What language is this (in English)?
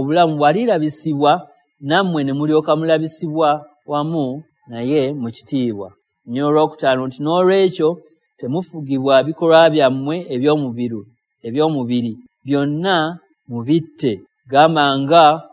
Ganda